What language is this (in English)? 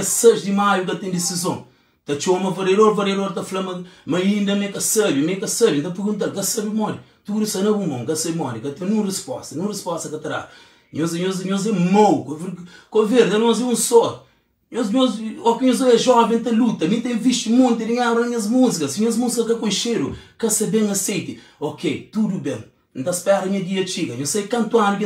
Kabuverdianu